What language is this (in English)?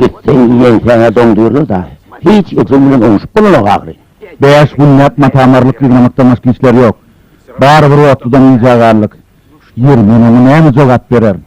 Turkmen